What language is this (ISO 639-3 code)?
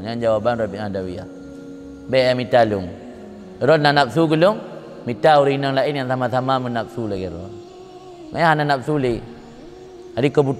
ace